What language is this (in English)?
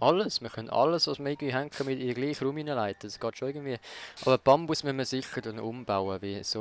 Swiss German